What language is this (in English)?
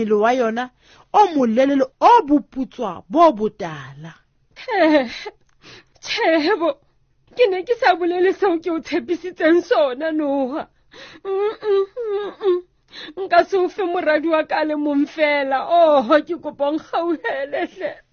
Southern Sotho